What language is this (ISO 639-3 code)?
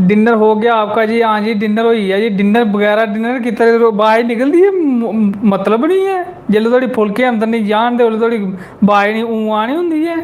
doi